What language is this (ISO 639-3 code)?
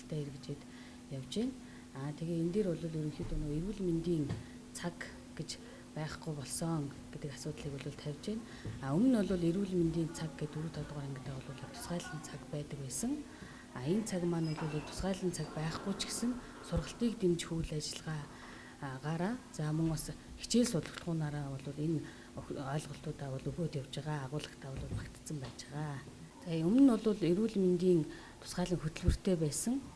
mon